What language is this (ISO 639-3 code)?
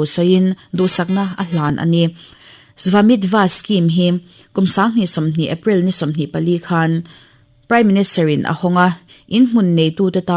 lus